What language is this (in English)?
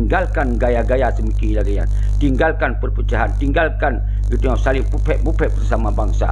Achinese